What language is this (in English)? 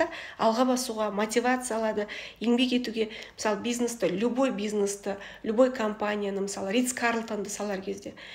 Kazakh